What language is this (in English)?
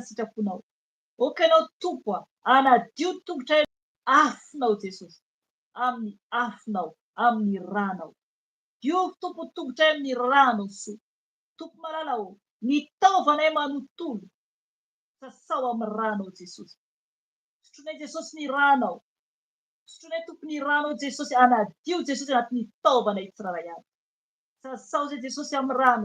Malagasy